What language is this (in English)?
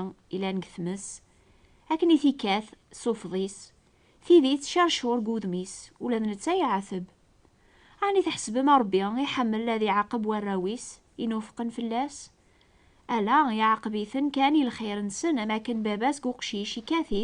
Kabyle